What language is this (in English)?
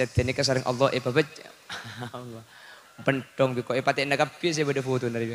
Madurese